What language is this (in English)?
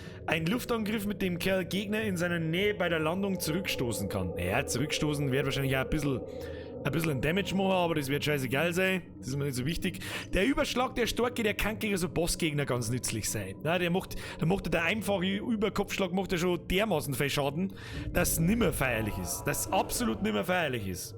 Bavarian